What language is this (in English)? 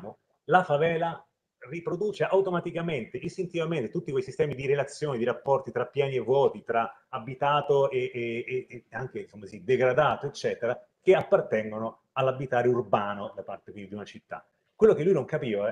Italian